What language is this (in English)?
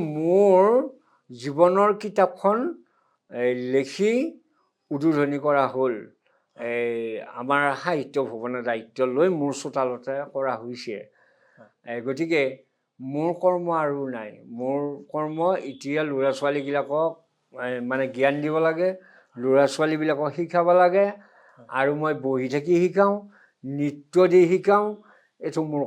Assamese